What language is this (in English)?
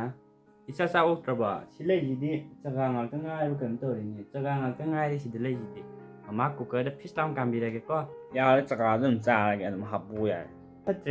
Manipuri